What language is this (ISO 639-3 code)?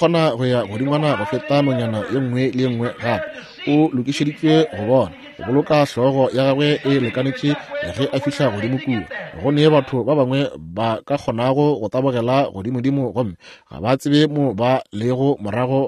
nso